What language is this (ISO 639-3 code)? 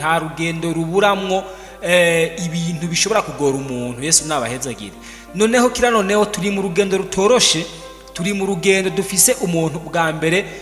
run